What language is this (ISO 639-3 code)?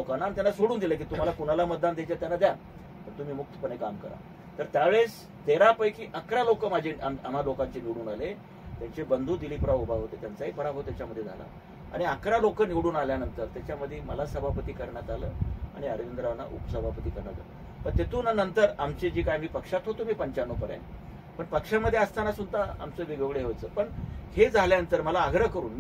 mar